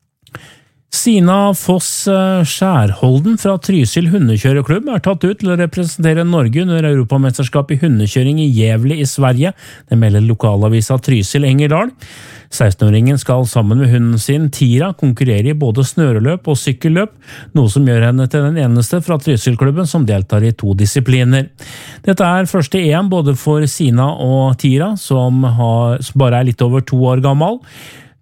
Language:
Norwegian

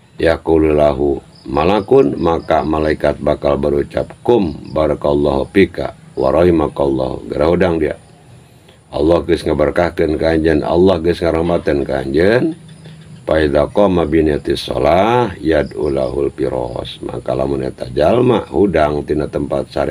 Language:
Sundanese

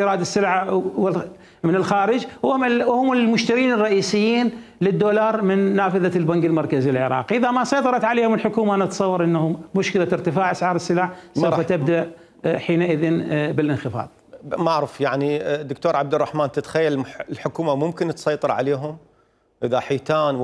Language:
Mesopotamian Arabic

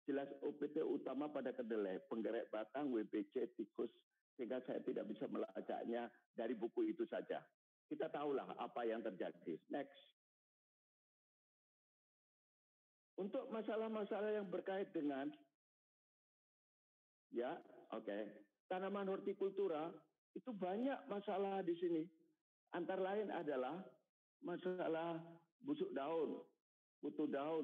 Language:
Indonesian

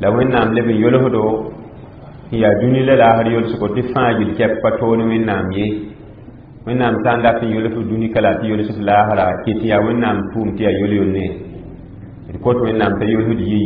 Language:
Mossi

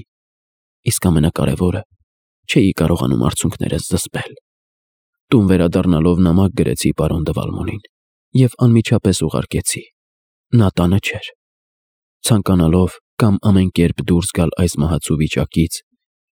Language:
Armenian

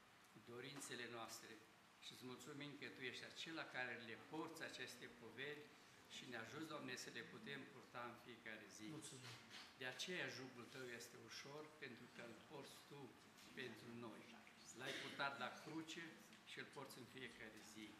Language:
Romanian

